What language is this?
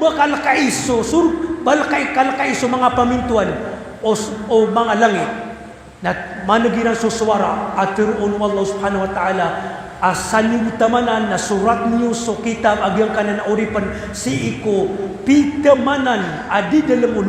Maranao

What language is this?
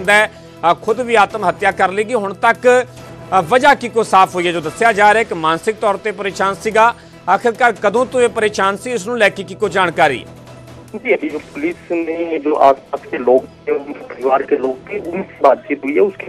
Punjabi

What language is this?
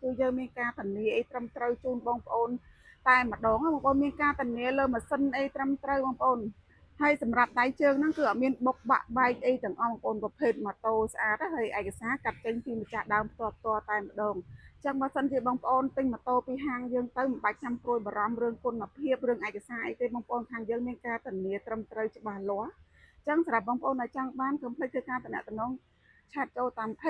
Khmer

